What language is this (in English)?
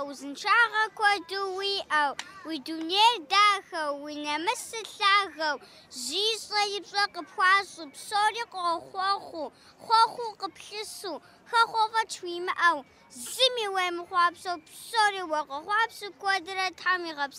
Kabardian